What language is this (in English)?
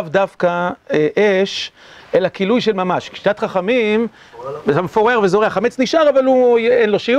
Hebrew